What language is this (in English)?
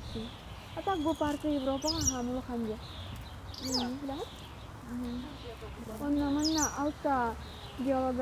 Yakut